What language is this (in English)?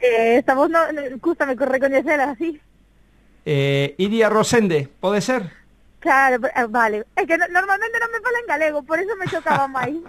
Galician